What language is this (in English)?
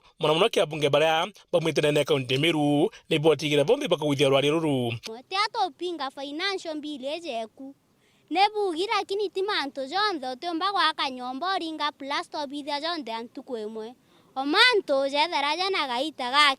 Meru